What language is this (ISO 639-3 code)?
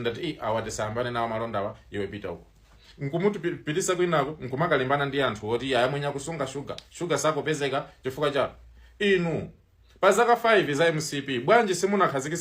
nya